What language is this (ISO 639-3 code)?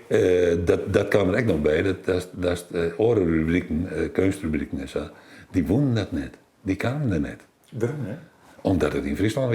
fry